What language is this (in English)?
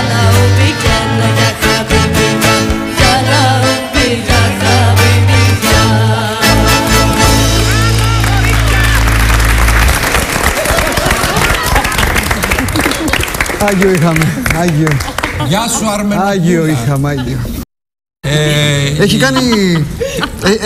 Greek